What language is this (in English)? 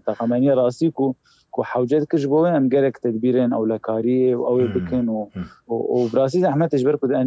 Kurdish